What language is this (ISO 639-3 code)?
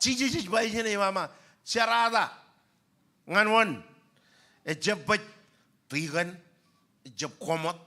mah